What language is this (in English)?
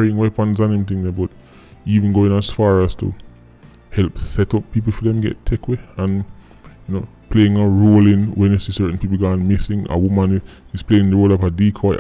Jamaican Creole English